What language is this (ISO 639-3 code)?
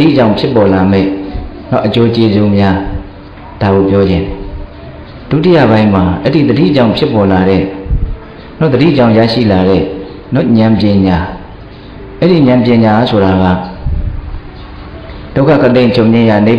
mya